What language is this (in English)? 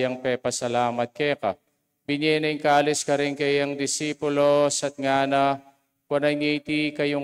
Pampanga